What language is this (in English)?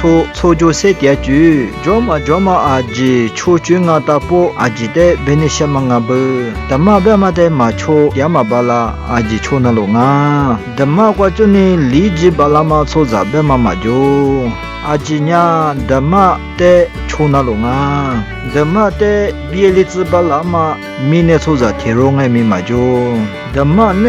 Lisu